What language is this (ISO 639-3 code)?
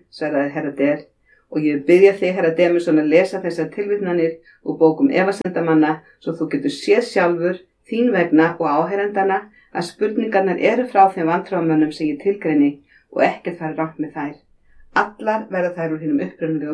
isl